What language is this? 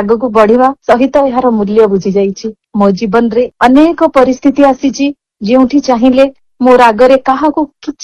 Odia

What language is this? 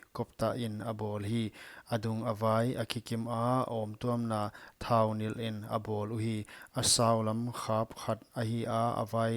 Paite Chin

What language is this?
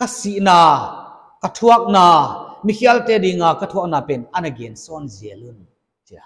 Paite Chin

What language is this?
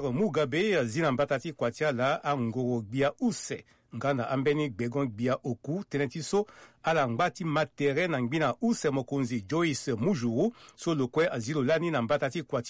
Sango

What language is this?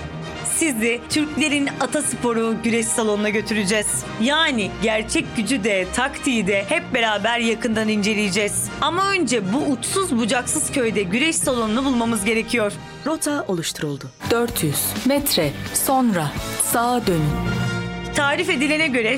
Turkish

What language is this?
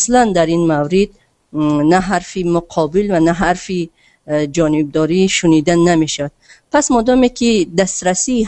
Tajik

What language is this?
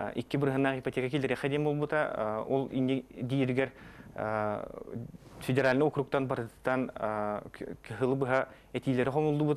Yakut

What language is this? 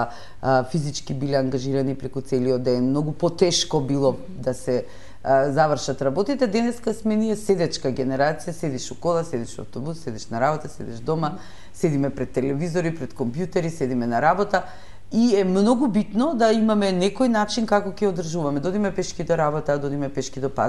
Macedonian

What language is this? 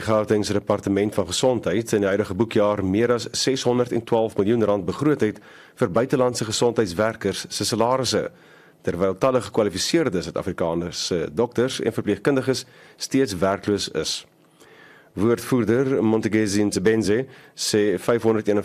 Afrikaans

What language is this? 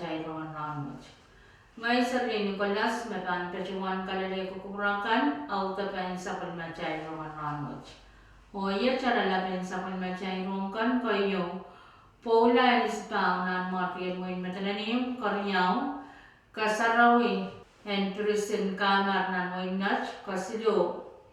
Pohnpeian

